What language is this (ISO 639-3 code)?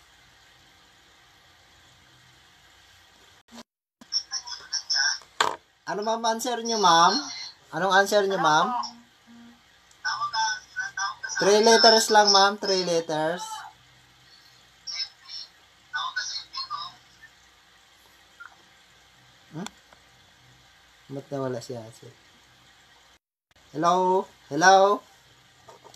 fil